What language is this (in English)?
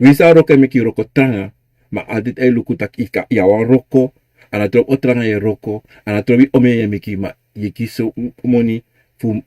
Sranan Tongo